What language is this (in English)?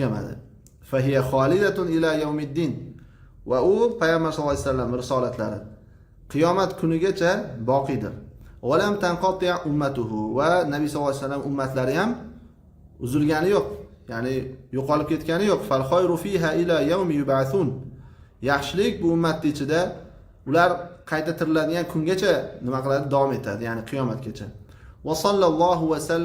Uzbek